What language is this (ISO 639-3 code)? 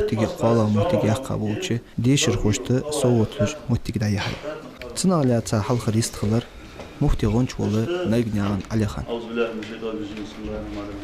inh